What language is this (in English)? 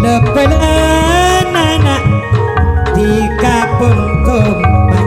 Madurese